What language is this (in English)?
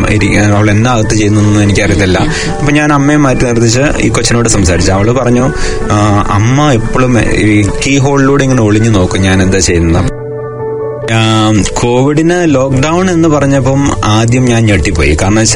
Malayalam